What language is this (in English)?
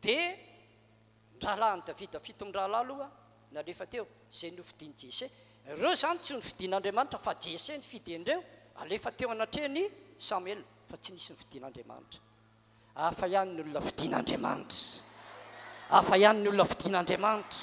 Malagasy